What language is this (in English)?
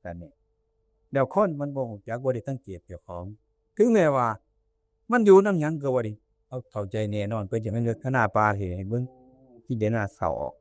Northeastern Thai